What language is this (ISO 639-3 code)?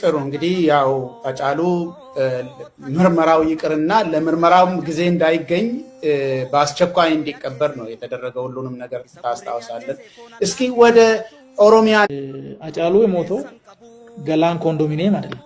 amh